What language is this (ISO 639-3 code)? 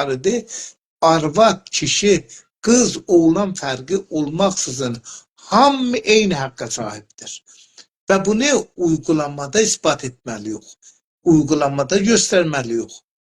azb